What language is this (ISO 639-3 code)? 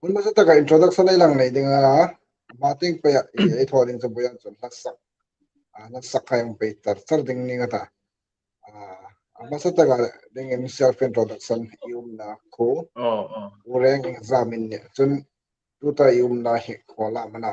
hmr